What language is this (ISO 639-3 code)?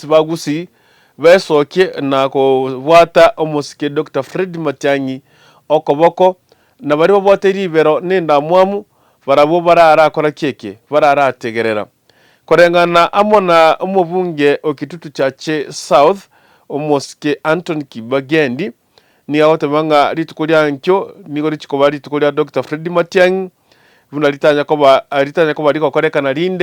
guz